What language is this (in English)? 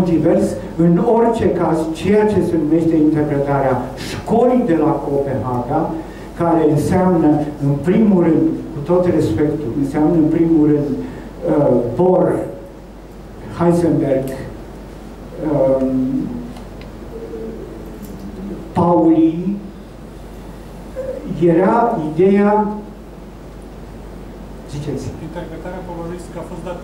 Romanian